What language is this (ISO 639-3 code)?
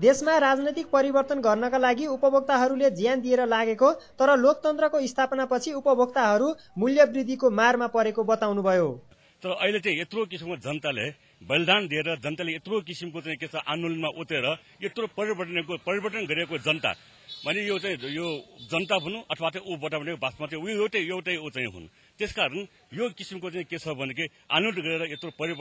nep